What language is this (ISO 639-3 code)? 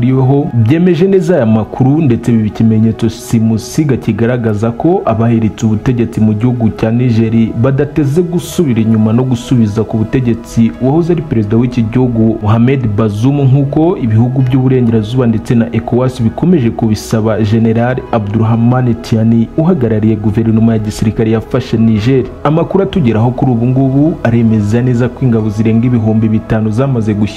kin